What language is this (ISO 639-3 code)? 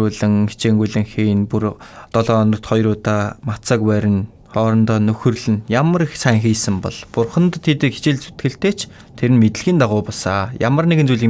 mon